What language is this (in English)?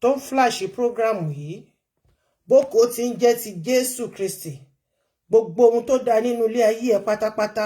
Yoruba